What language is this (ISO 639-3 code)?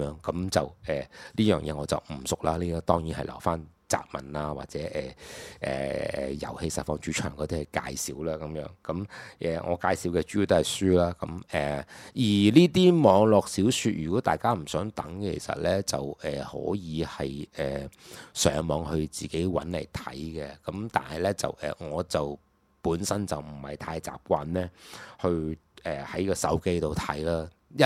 yue